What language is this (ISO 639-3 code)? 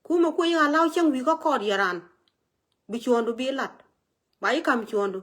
nus